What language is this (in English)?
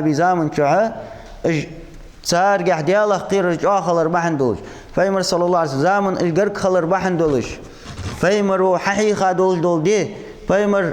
Ingush